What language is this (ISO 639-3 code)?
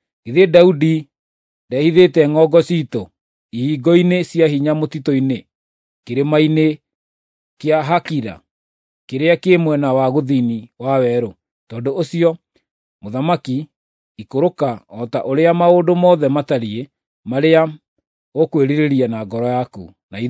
kik